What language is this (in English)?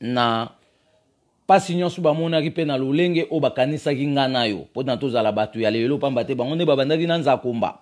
Lingala